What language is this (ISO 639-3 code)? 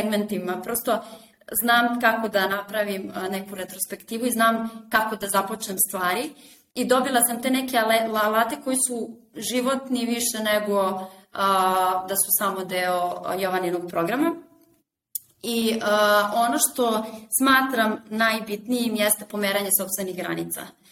srp